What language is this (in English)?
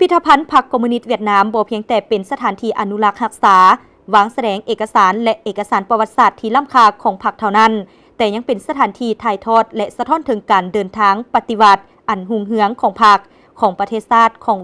Lao